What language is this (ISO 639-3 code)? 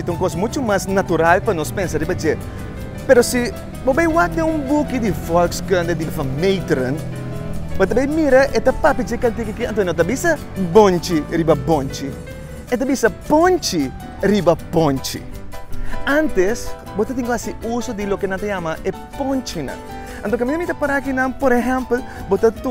pap